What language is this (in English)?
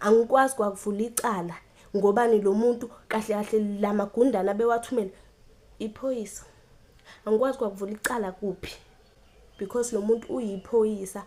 Zulu